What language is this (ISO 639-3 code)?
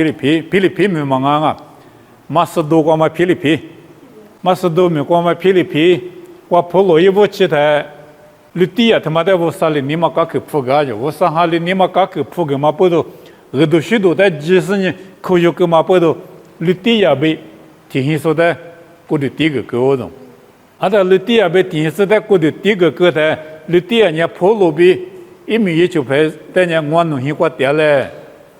lis